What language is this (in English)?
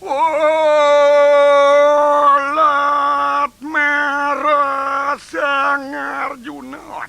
Balinese